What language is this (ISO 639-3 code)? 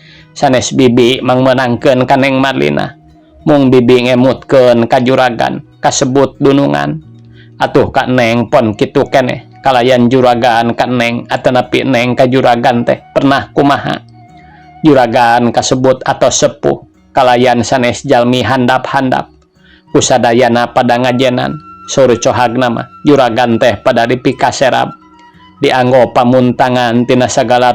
sun